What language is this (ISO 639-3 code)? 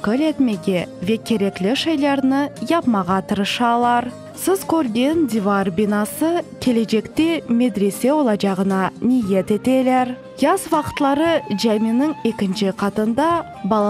crh